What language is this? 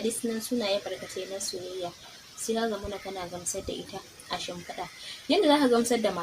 Hausa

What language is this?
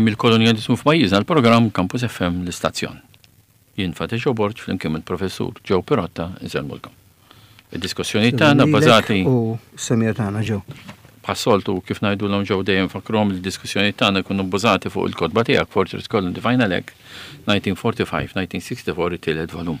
Maltese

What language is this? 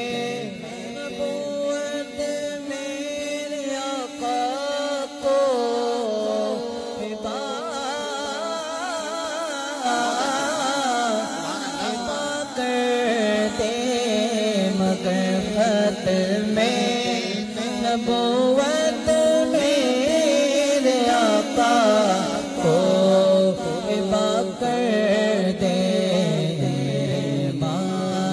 Urdu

